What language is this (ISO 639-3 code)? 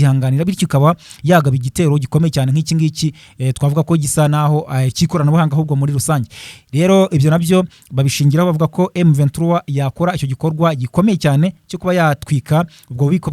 kin